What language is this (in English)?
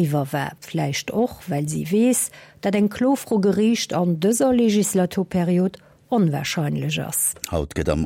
Luxembourgish